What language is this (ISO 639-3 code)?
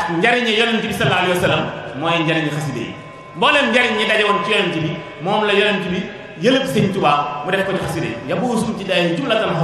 wol